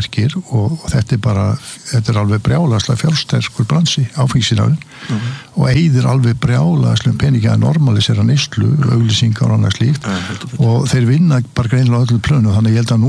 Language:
Icelandic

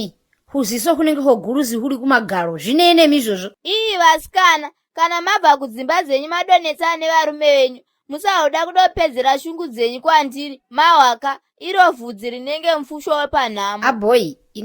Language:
Shona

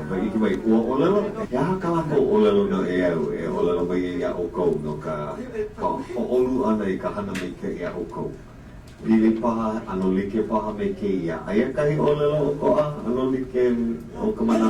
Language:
Hawaiian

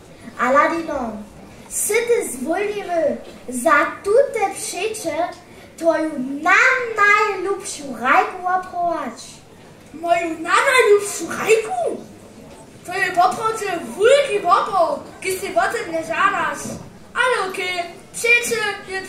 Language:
Upper Sorbian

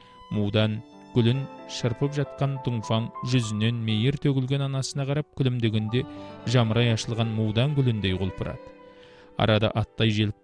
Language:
Kazakh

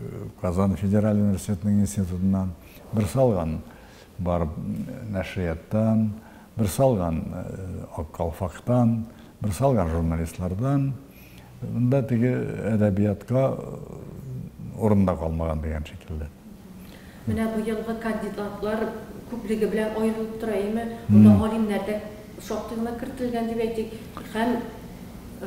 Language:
Tatar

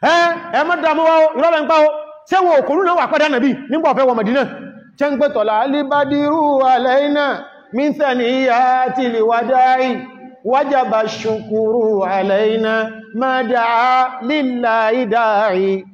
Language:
Yoruba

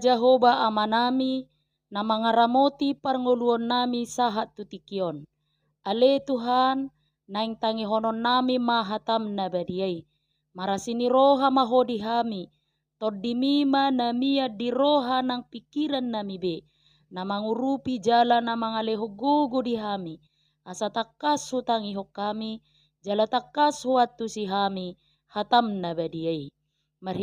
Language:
Batak Toba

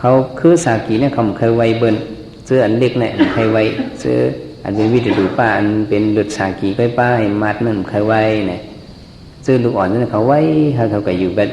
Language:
Shan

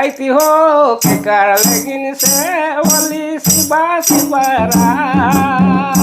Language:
Sadri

